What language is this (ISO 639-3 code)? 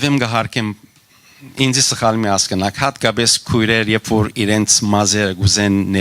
hyw